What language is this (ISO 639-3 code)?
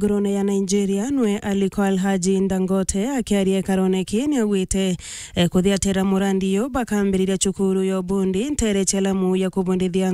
mer